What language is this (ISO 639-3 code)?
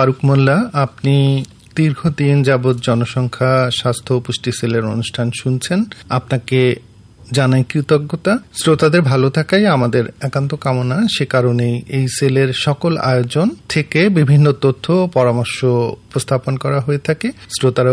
ben